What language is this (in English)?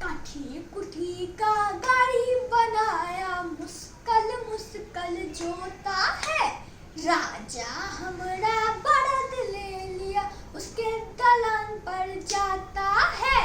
Maithili